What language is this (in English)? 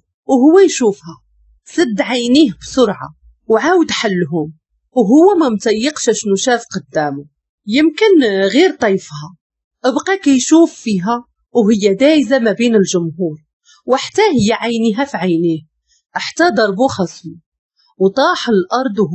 Moroccan Arabic